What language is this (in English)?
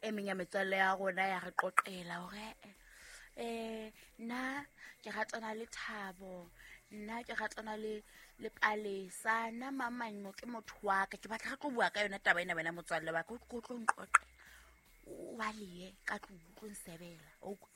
Southern Sotho